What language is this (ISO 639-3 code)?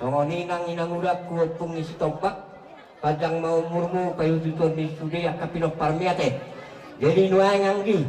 bbc